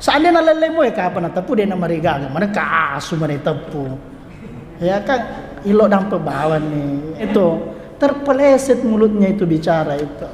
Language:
Buginese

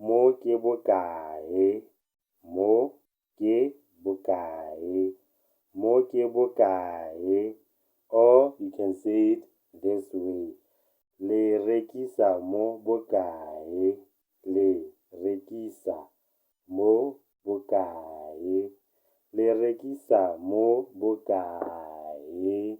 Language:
Tswana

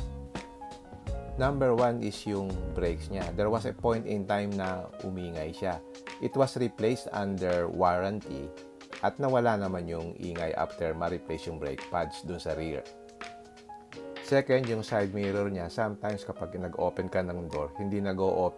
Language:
Filipino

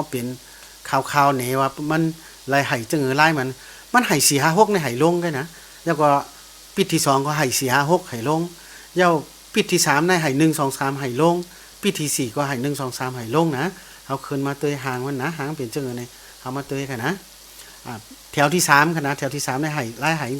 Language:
Shan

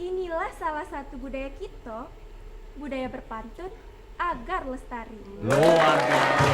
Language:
Musi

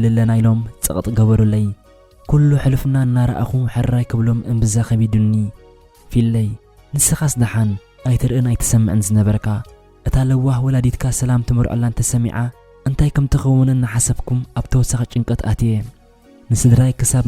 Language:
Tigrinya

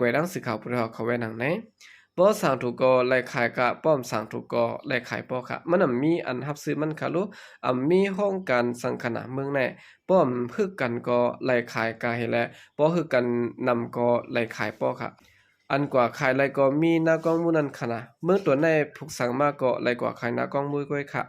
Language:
Shan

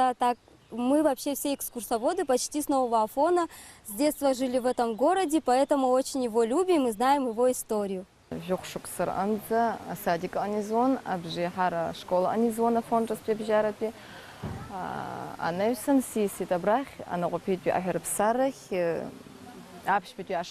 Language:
Abkhazian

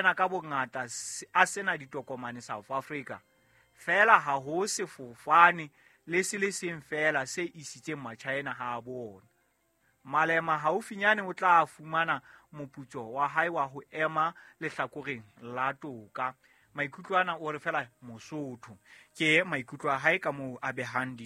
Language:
Southern Sotho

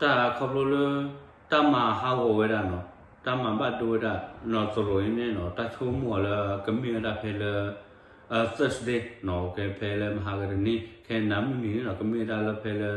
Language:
S'gaw Karen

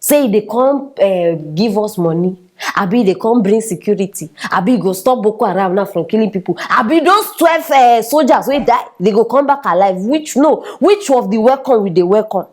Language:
Nigerian Pidgin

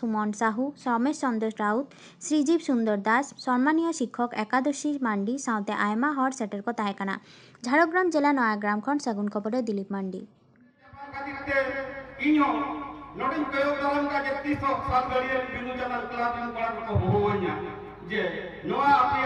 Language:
Santali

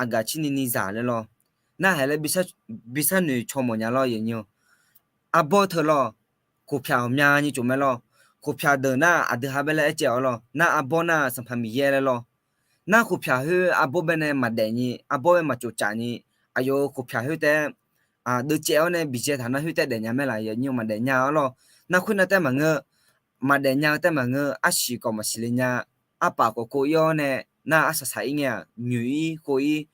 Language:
Akha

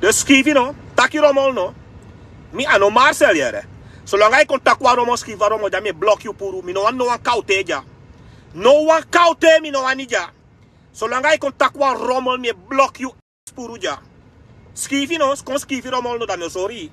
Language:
Sranan Tongo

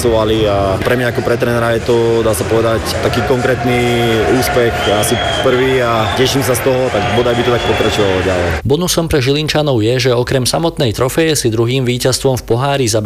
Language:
Slovak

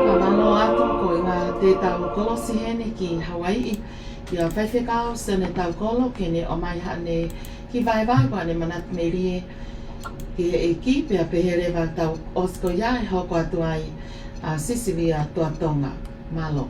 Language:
Tongan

